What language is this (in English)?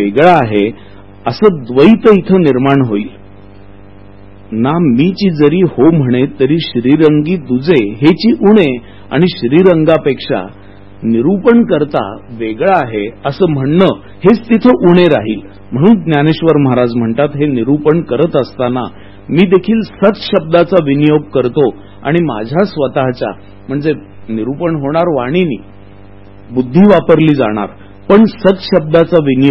Marathi